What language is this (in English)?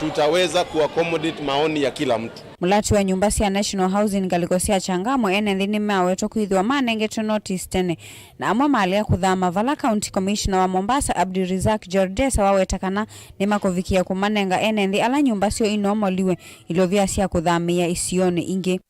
Kamba